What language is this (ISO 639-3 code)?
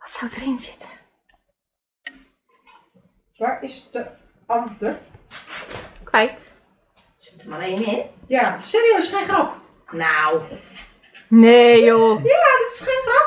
nld